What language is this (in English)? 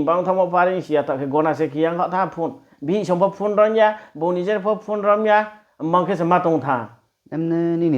Riang (India)